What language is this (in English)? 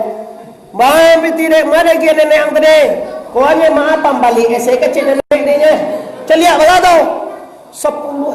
Minangkabau